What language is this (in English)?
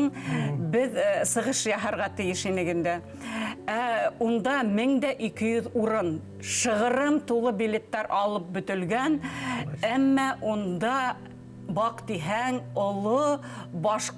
Bashkir